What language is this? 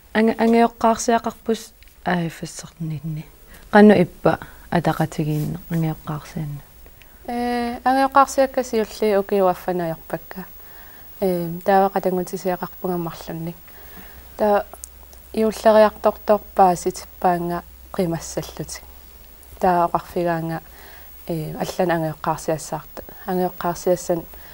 Kalaallisut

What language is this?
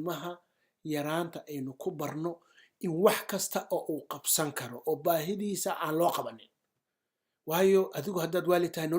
Somali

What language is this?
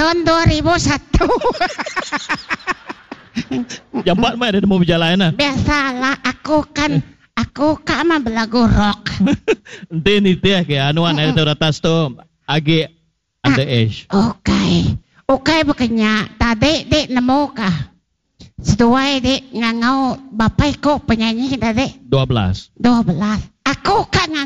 Iban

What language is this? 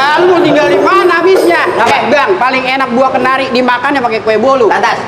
Betawi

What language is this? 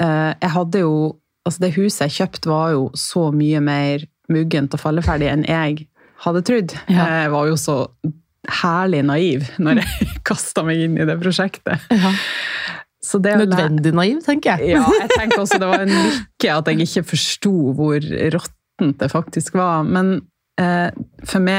Norwegian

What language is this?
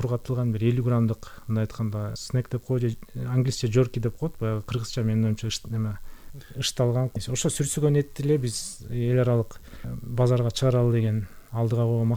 Kyrgyz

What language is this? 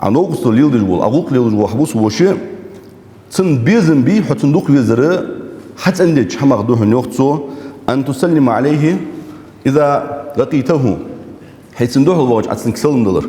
Ingush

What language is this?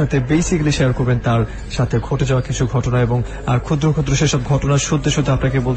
Bangla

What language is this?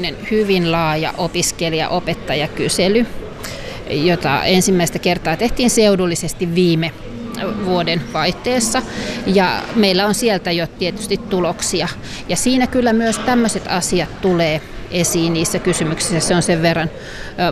Finnish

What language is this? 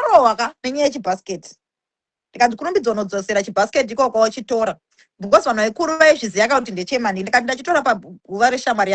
Shona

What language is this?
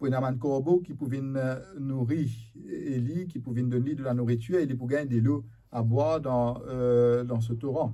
Morisyen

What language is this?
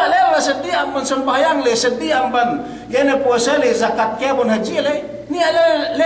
Yakan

